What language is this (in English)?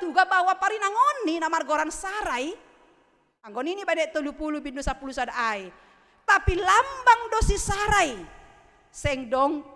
Batak Simalungun